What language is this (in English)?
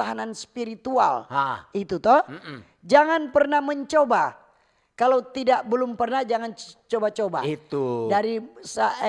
Manado Malay